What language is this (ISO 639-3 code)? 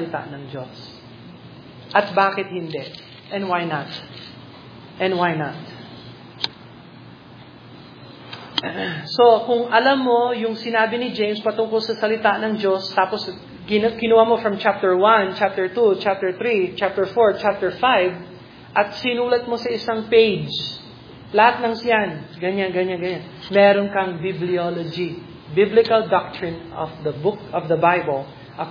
fil